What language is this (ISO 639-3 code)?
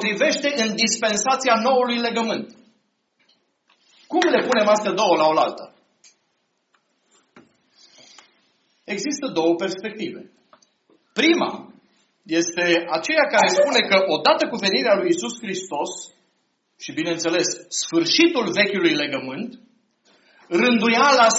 ron